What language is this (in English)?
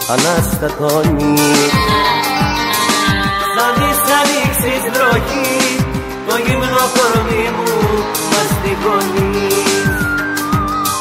Greek